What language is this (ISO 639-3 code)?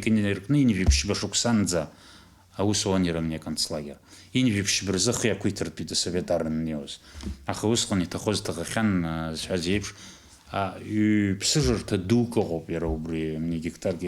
abk